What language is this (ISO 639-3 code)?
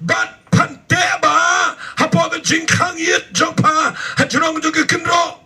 kha